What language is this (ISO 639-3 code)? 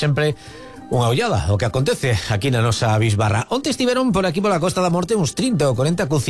glg